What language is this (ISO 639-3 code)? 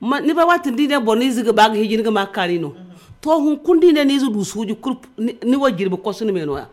dje